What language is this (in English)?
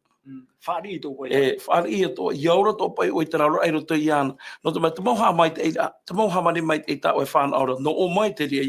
Tahitian